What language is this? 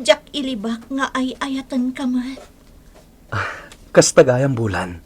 Iloko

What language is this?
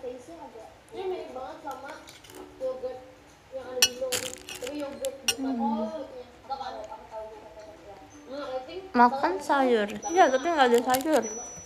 Indonesian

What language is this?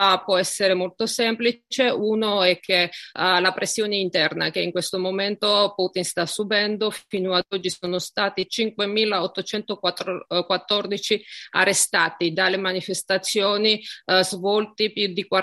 Italian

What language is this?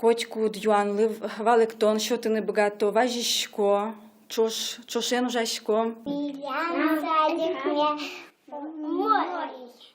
Udmurt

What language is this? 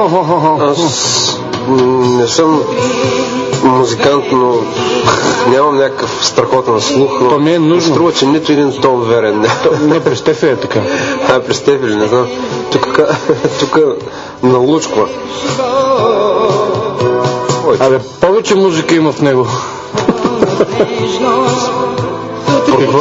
Bulgarian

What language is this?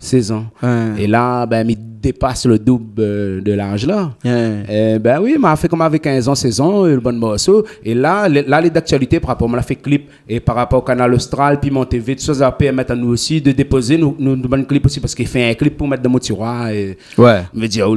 Réunion Creole French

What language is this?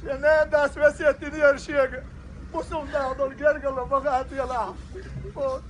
Chechen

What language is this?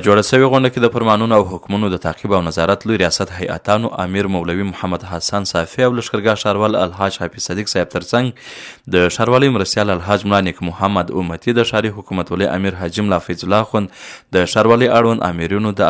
Pashto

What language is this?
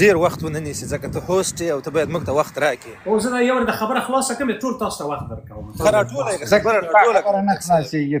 Pashto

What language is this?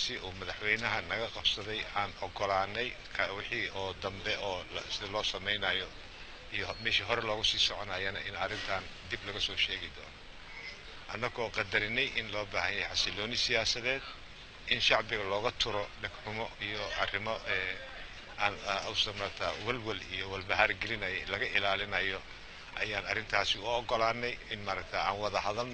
Somali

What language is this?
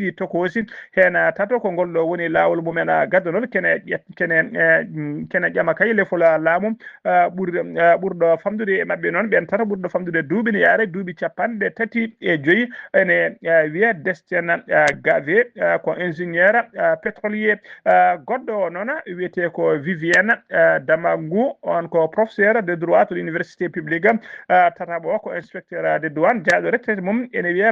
Fula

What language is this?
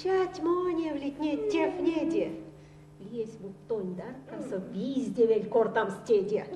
Erzya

